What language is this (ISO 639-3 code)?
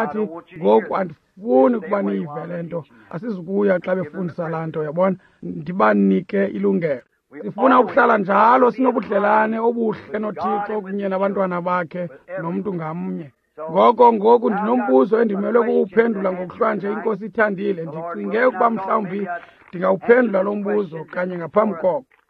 xho